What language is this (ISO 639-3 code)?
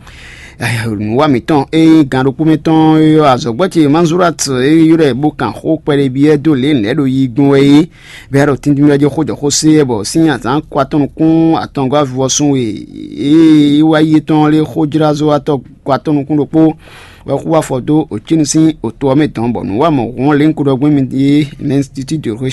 fon